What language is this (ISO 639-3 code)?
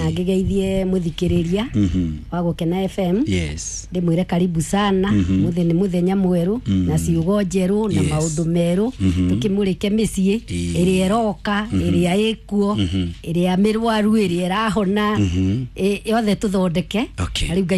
kik